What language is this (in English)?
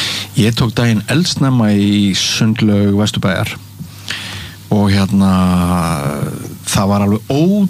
Icelandic